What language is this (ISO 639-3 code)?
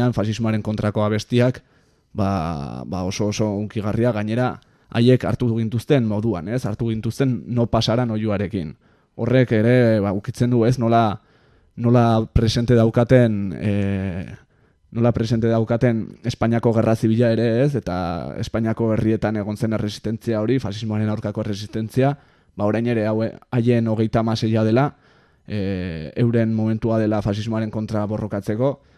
eus